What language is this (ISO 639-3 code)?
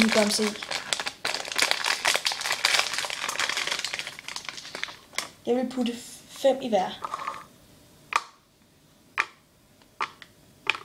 dan